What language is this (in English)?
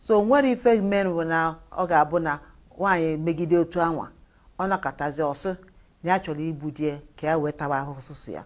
Igbo